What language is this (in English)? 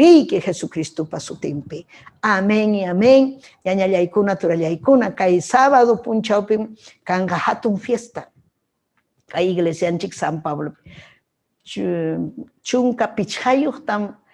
Ayacucho Quechua